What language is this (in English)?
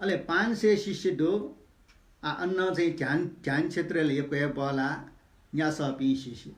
Newari